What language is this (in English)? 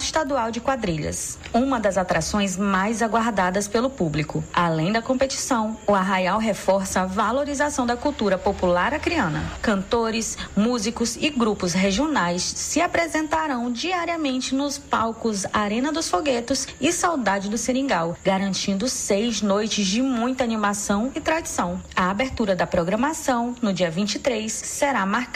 Portuguese